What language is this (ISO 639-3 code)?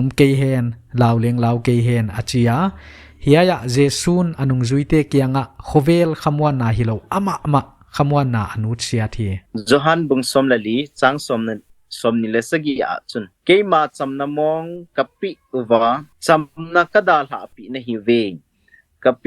pck